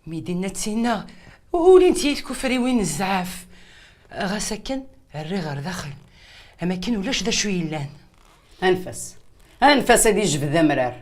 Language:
Kabyle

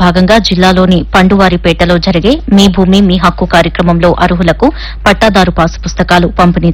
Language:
Telugu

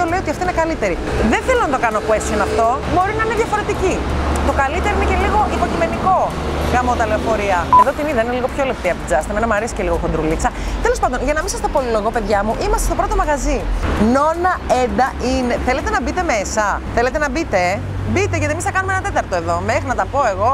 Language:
Greek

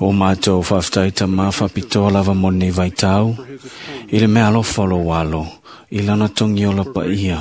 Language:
Samoan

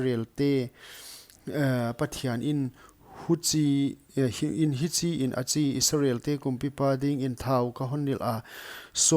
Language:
Paite Chin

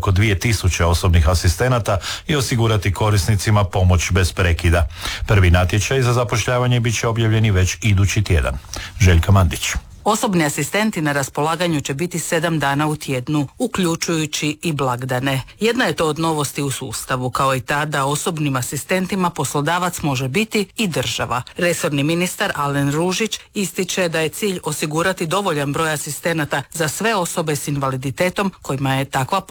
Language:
Croatian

